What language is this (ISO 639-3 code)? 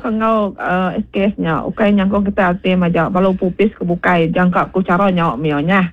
iba